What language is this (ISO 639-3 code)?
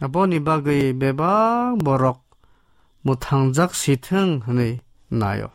trp